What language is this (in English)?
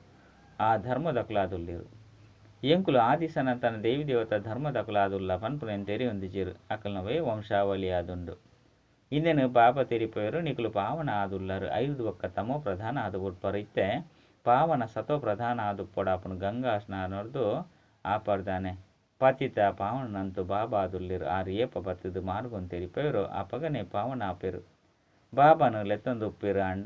Tulu